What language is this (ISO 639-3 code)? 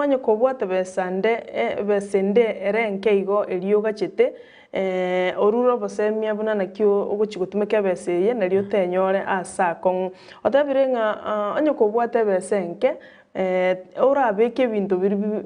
guz